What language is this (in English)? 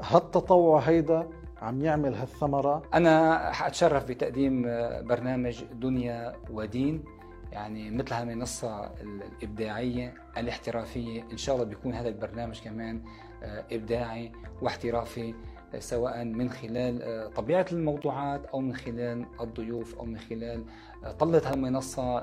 North Levantine Arabic